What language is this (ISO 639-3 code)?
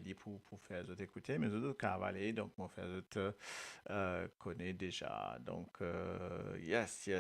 mfe